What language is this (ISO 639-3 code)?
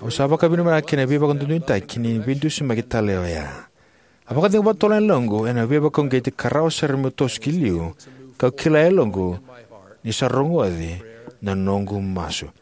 fij